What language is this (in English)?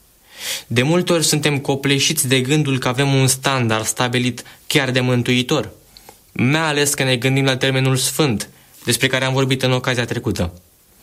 Romanian